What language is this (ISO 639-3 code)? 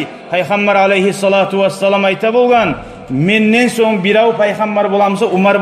kum